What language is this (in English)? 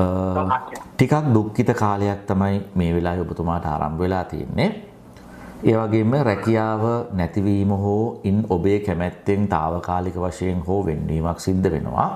Sinhala